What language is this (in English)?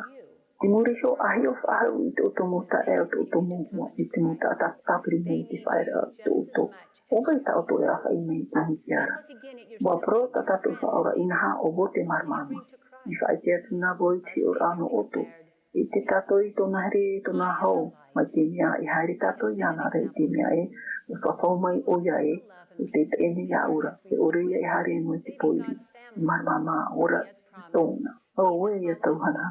Tahitian